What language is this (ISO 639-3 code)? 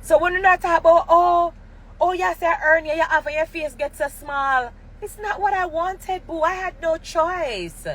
jam